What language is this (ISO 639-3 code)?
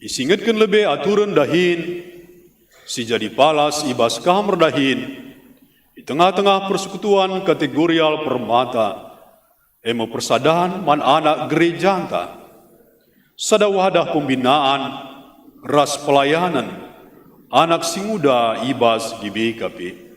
btx